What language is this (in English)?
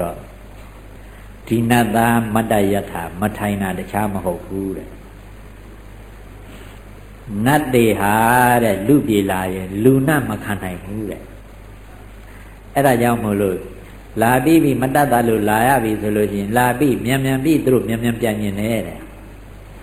Burmese